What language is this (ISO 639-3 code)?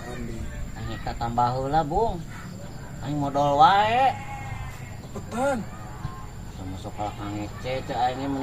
sun